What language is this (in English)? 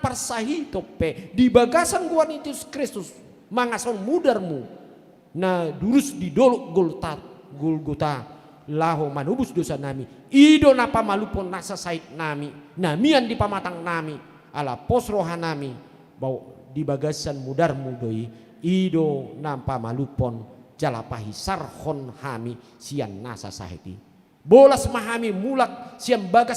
Batak Toba